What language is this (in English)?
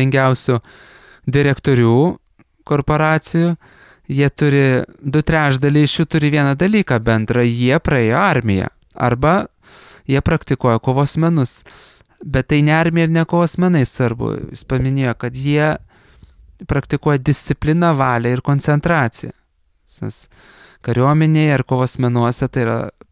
Lithuanian